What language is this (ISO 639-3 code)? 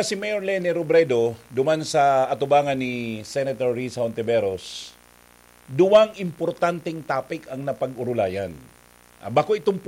bik